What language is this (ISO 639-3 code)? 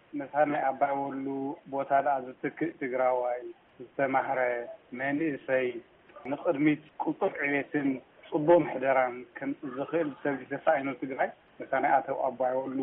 tir